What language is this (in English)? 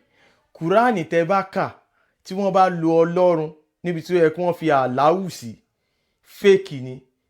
Yoruba